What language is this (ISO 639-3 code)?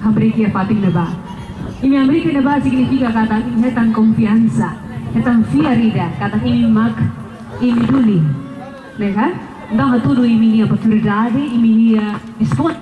tet